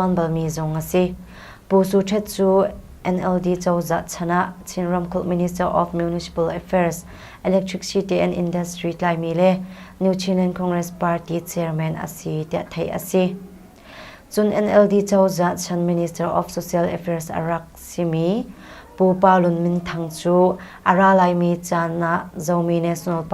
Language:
Hakha Chin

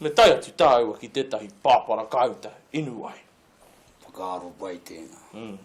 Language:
Māori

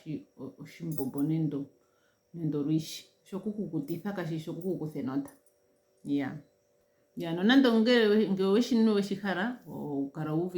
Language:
Ndonga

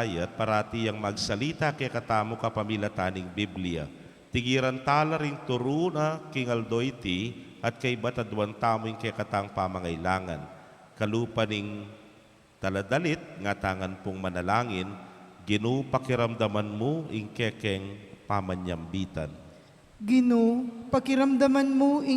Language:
Pampanga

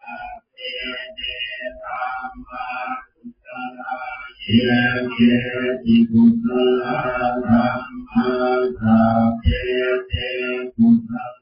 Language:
Pali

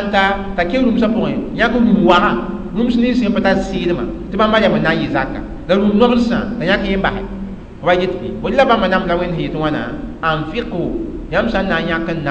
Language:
Mossi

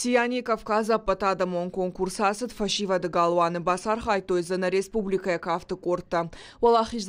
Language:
Ossetic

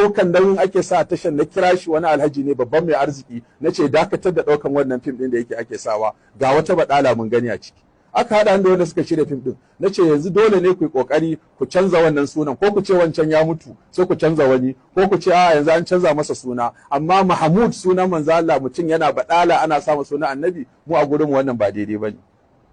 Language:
Hausa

